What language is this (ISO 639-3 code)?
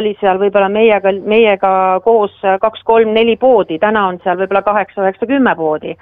est